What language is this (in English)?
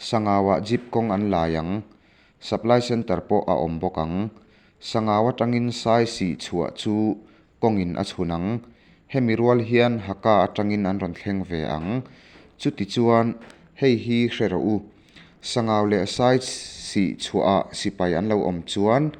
Mizo